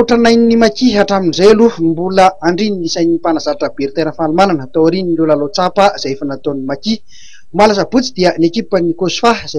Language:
Malagasy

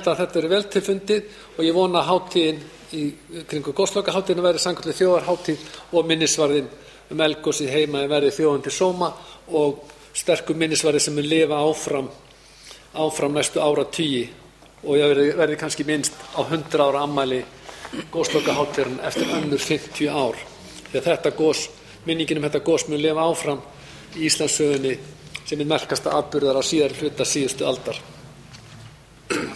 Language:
Icelandic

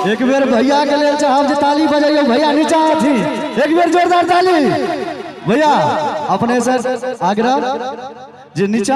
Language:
Maithili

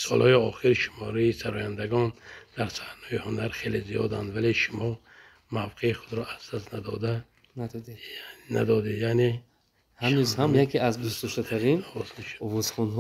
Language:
Tajik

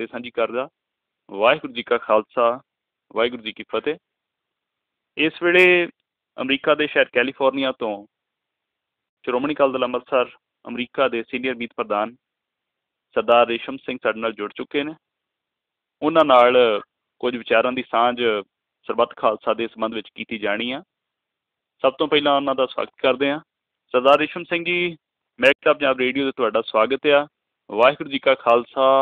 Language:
Punjabi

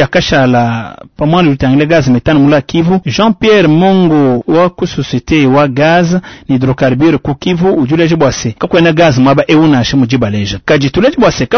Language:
Luba-Lulua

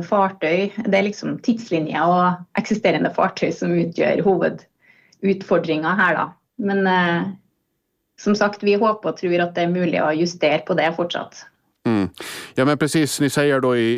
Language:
Swedish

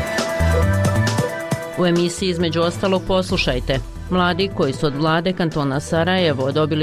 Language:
Bosnian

